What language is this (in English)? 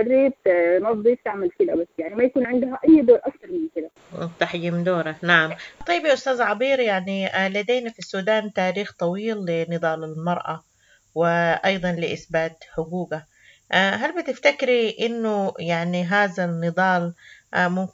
Sudanese Arabic